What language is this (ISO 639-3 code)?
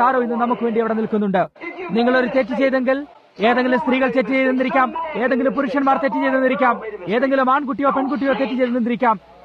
mal